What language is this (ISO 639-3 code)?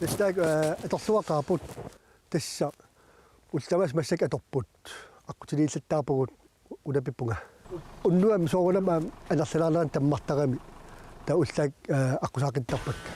kal